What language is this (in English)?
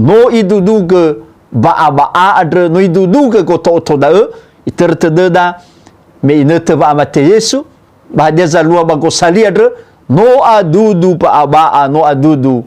Nias